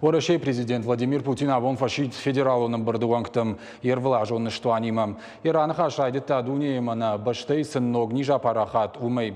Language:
Ossetic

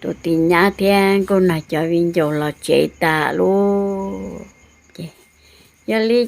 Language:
Hmong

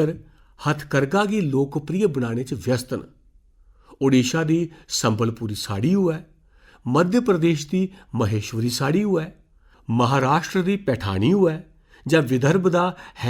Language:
Dogri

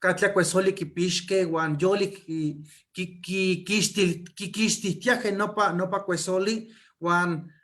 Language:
Eastern Huasteca Nahuatl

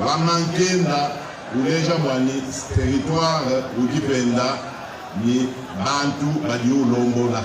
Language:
Luba-Lulua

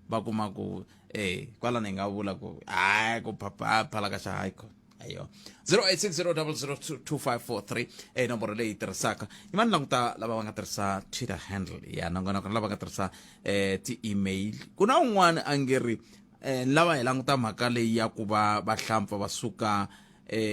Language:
Tsonga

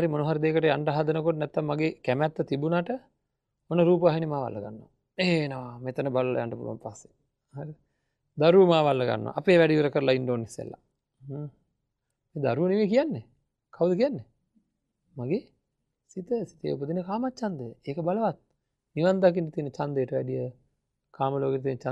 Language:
Sinhala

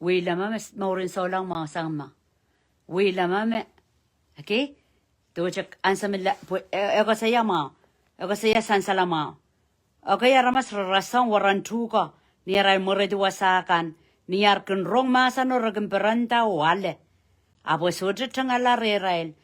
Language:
Pohnpeian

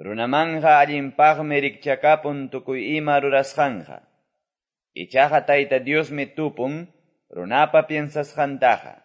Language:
Quechua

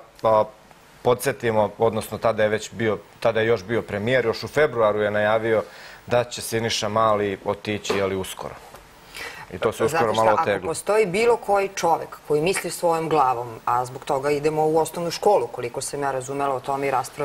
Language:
Serbian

